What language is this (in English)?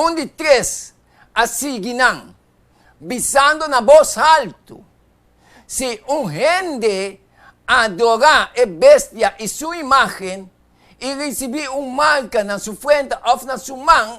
Papiamento